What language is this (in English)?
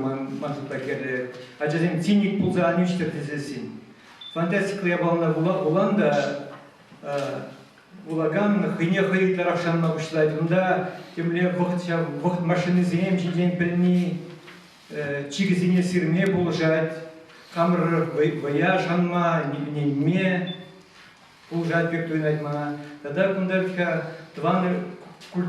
Chuvash